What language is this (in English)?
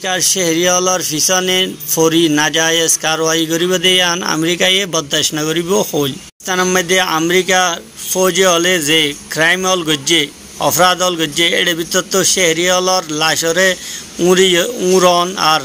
Rohingya